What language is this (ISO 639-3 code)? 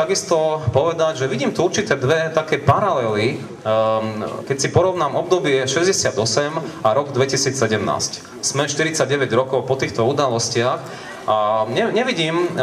slk